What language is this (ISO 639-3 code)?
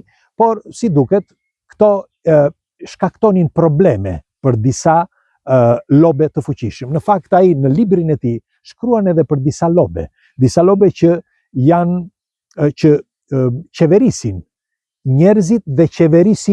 sqi